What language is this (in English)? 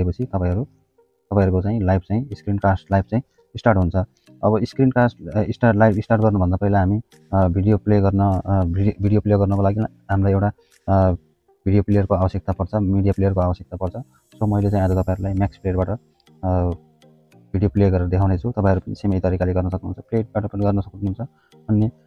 Nepali